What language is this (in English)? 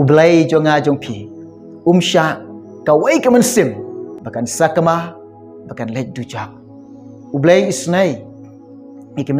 Khasi